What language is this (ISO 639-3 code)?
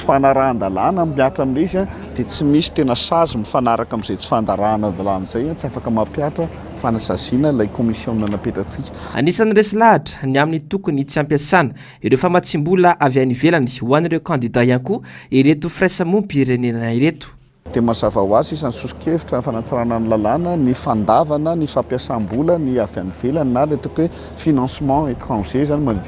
mlg